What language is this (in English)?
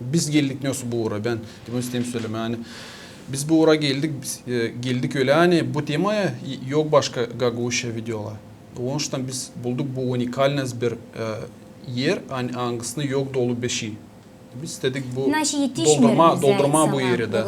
Gagauz